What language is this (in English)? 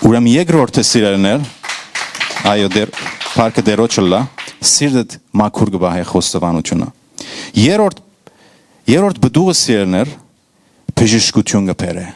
Western Armenian